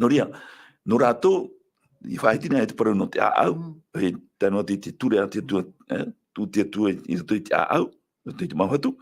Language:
Tahitian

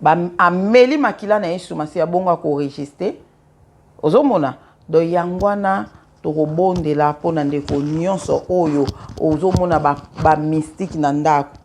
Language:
Lingala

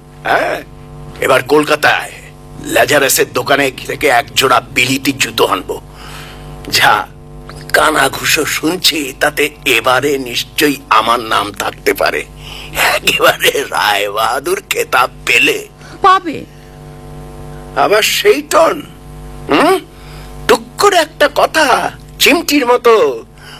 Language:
Bangla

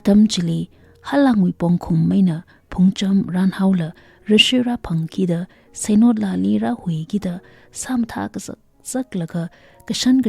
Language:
Tangkhul Naga (India)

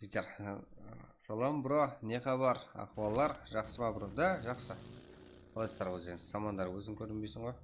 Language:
Kara-Kalpak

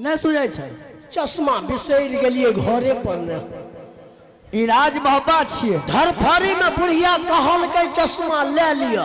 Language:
Maithili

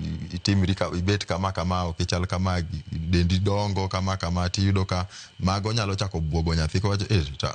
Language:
Luo (Kenya and Tanzania)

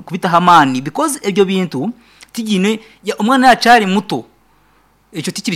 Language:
Nyankole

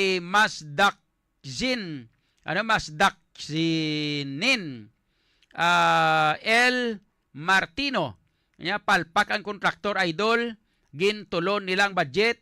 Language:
Hiligaynon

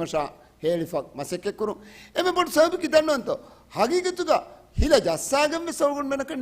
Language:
Divehi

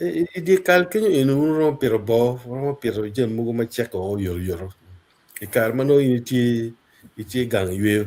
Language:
Acoli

